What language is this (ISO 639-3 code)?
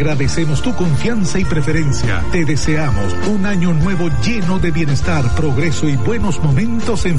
spa